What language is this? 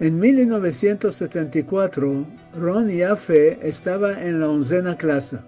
Ladino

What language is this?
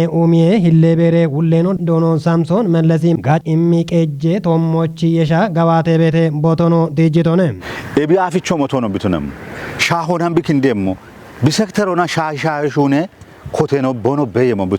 Kafa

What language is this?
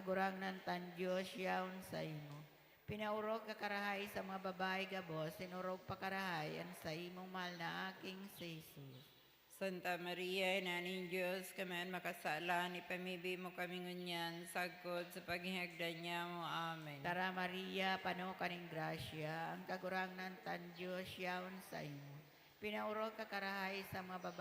Bikol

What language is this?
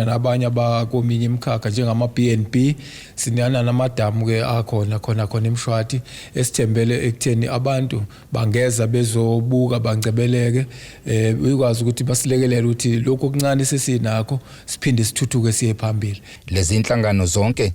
Zulu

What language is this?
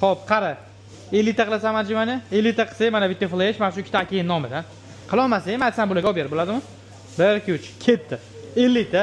Uzbek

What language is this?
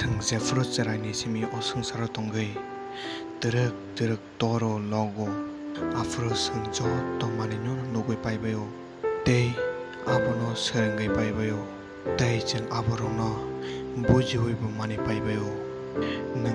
Kok Borok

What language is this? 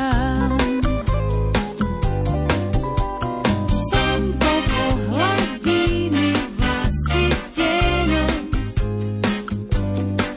Slovak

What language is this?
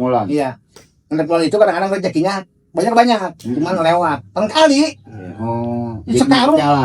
Betawi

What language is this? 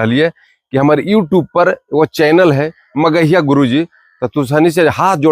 Magahi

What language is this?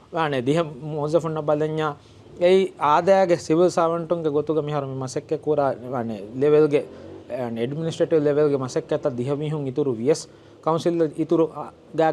Divehi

